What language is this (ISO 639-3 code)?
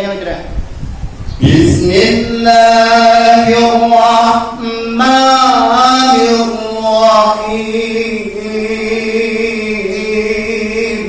ace